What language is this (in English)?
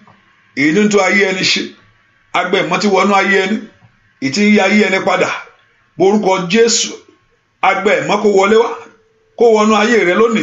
Yoruba